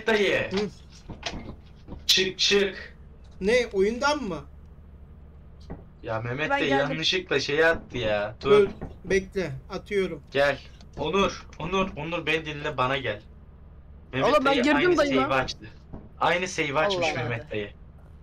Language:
Turkish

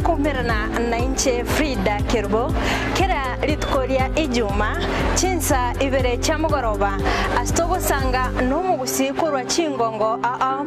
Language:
Gusii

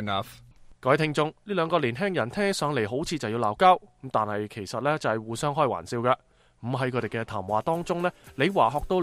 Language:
Cantonese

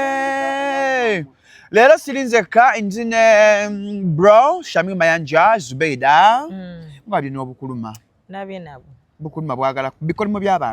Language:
Ganda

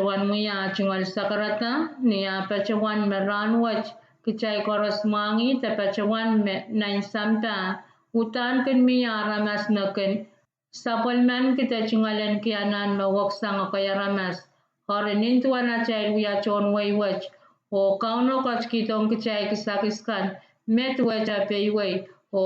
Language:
Pohnpeian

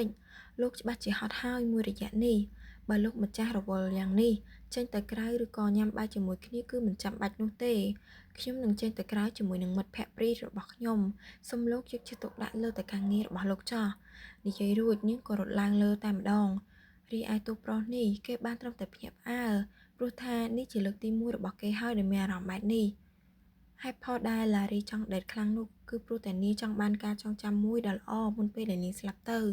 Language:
Khmer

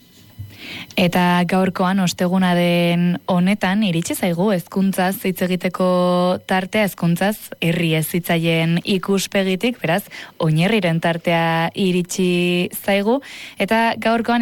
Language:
Basque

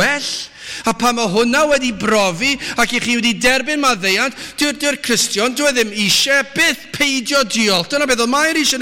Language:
Welsh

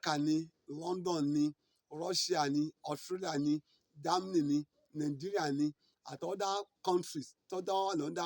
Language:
Yoruba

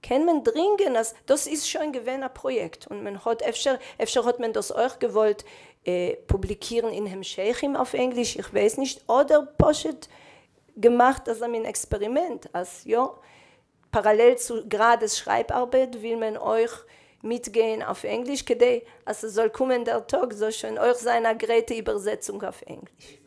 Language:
Yiddish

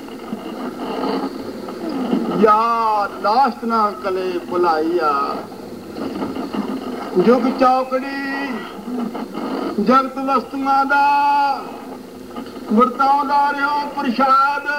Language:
Punjabi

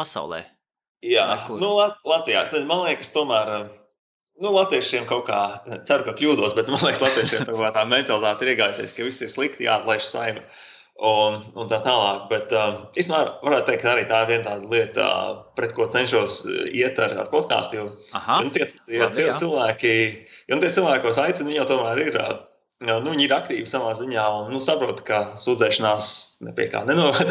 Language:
Latvian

